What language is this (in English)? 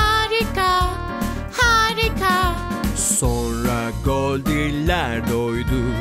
Turkish